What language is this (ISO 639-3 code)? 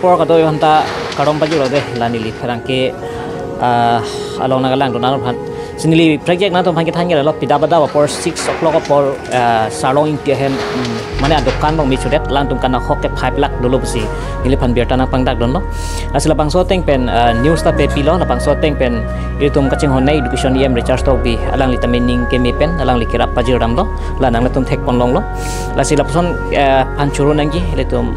mjw